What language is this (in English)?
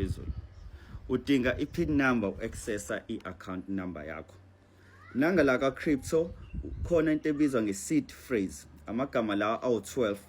Zulu